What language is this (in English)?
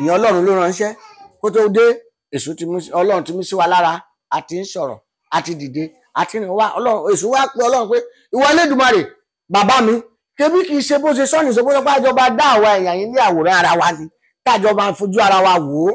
Yoruba